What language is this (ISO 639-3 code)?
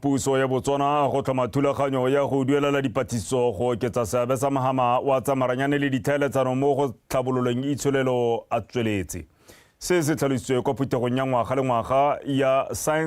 tsn